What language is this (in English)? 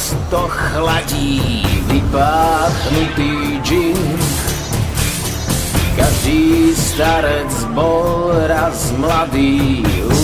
Slovak